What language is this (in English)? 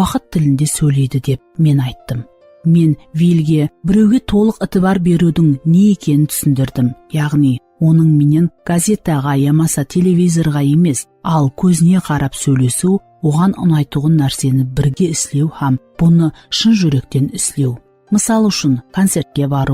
Kara-Kalpak